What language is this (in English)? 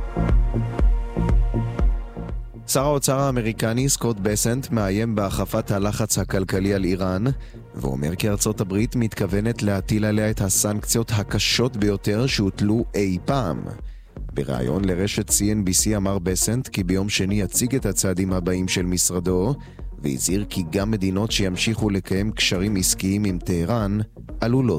Hebrew